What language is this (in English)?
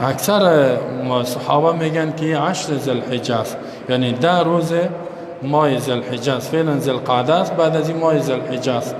Persian